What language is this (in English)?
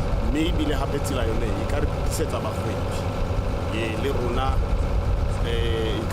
Tswana